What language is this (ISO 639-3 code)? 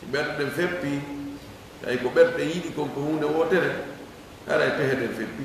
ful